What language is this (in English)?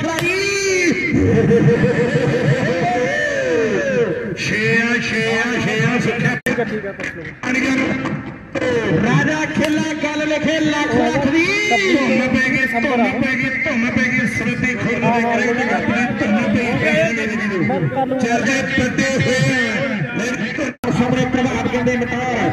Punjabi